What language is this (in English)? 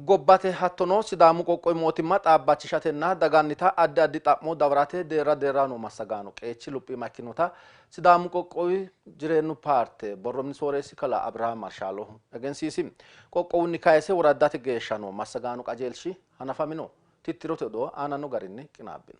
Sidamo